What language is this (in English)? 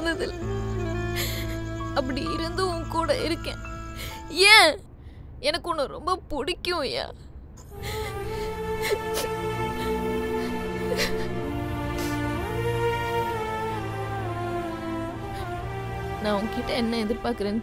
Tamil